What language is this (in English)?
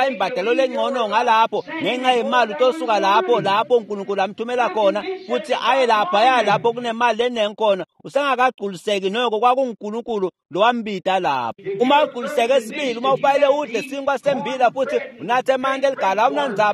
Swati